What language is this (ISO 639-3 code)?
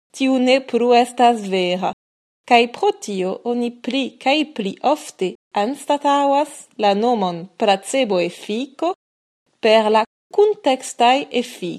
epo